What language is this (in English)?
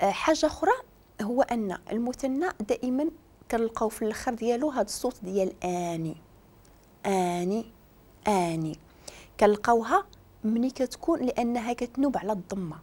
Moroccan Arabic